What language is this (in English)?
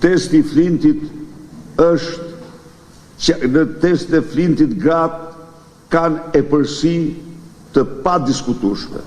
Albanian